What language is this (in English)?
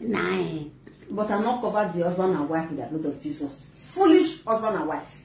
Nigerian Pidgin